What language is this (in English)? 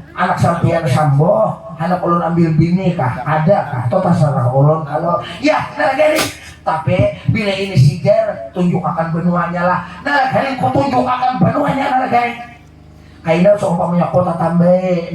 Banjar